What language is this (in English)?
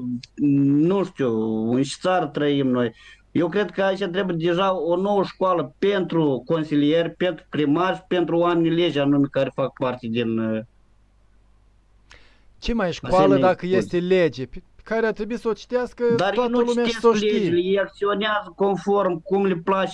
Romanian